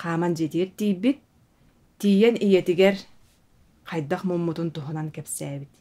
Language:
Yakut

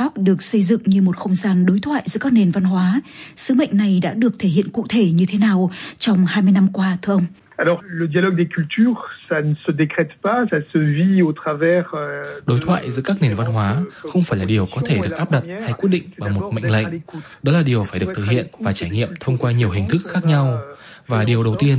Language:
Vietnamese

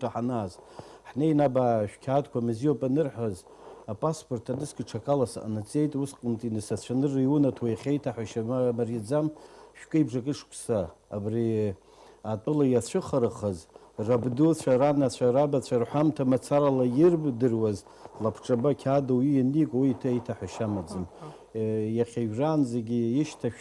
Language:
Abkhazian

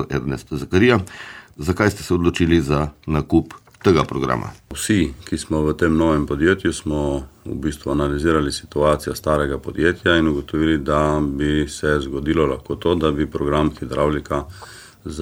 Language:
Slovenian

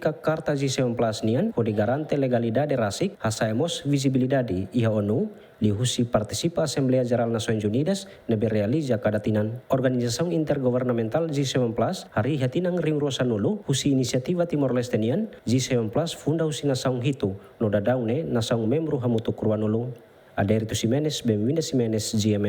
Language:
Tetum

